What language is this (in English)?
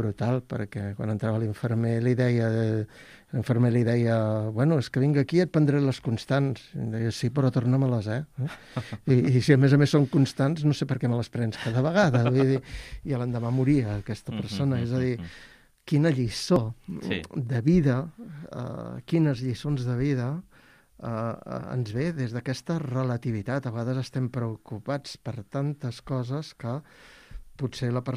Catalan